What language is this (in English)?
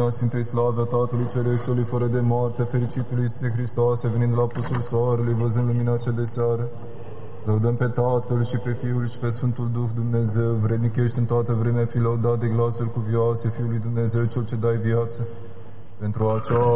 Romanian